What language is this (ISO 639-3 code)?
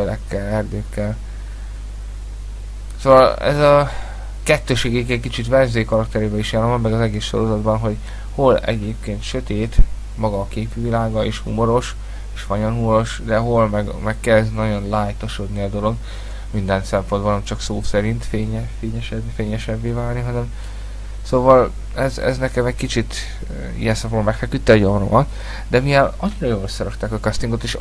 hun